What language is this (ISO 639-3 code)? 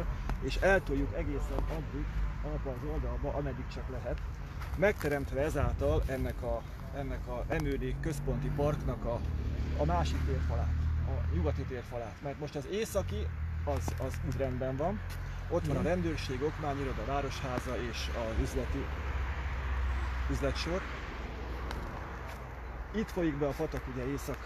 hun